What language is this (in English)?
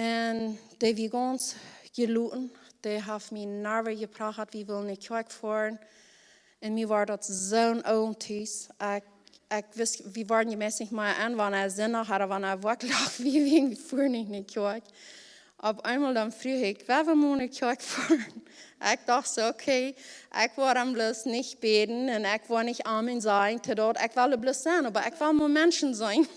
Plautdietsch